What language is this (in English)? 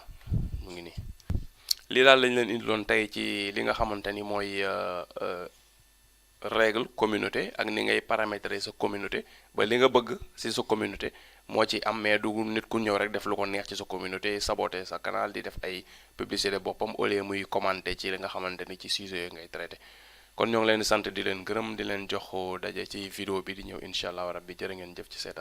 Wolof